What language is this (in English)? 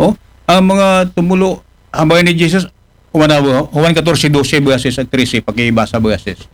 Aklanon